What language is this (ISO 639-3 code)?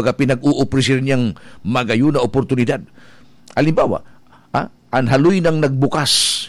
bik